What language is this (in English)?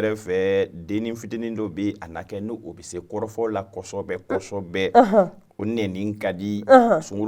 Bambara